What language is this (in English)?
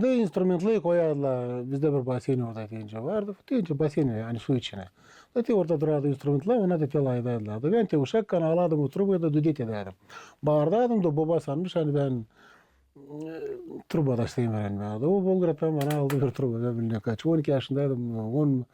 Gagauz